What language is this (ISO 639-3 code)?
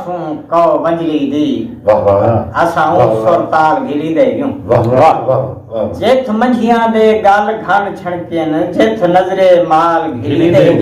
skr